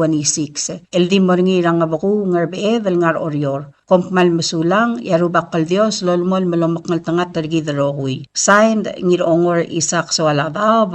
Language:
Palauan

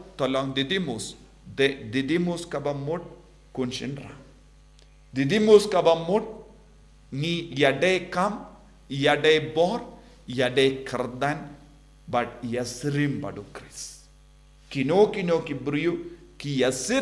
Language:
Khasi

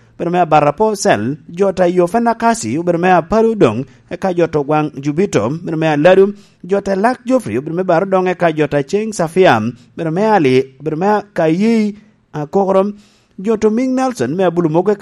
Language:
Lango (Uganda)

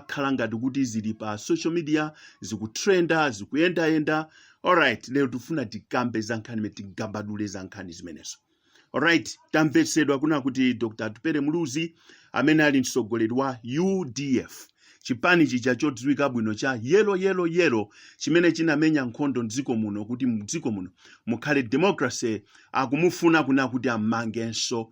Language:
Nyanja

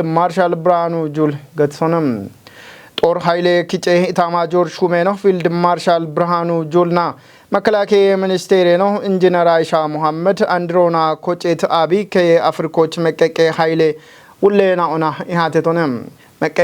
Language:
Kafa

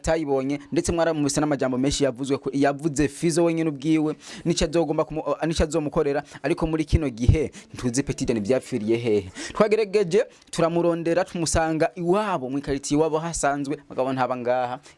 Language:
Rundi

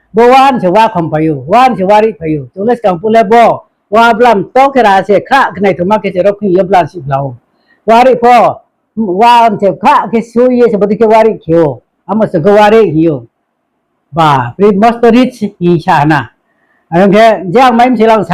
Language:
Riang (India)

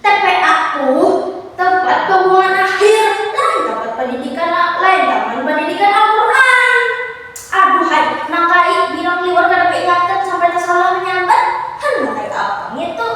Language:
Banjar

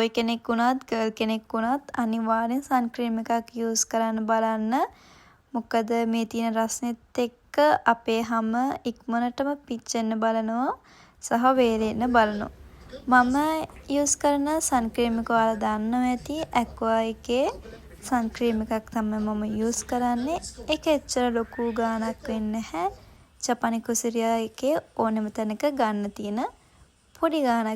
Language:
Sinhala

